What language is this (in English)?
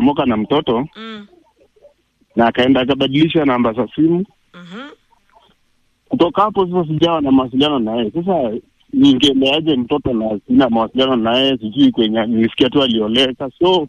Swahili